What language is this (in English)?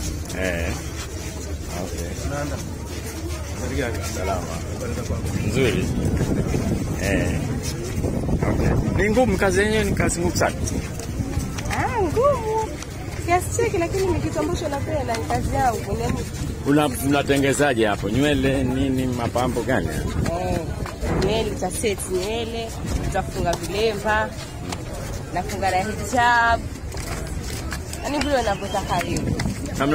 Swahili